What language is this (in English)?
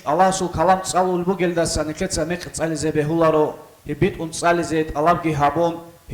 Avaric